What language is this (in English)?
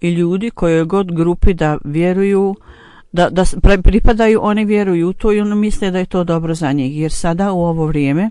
Bosnian